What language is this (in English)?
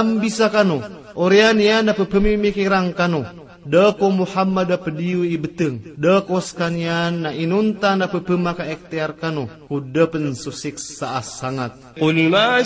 Maranao